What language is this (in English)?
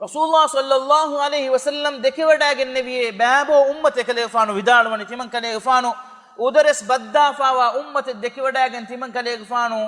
Divehi